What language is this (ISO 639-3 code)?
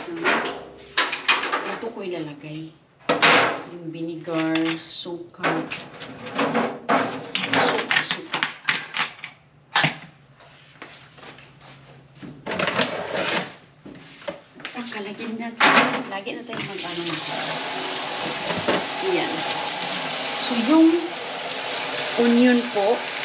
fil